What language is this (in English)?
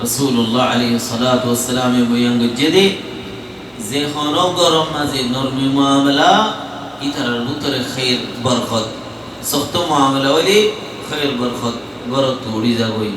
Rohingya